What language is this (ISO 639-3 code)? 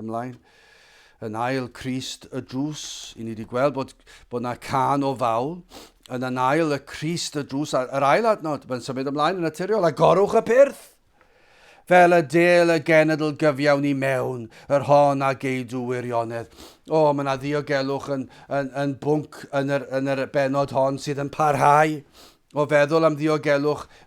cym